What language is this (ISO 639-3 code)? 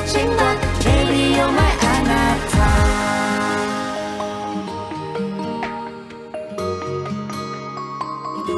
zho